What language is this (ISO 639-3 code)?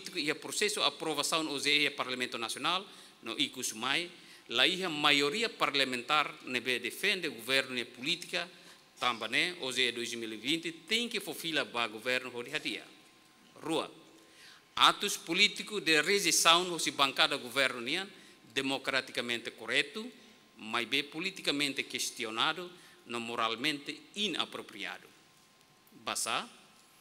tet